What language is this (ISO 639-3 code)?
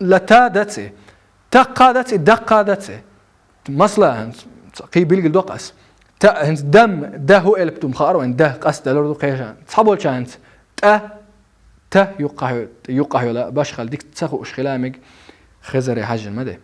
che